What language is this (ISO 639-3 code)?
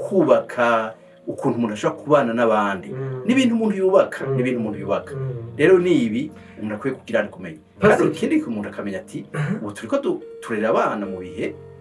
run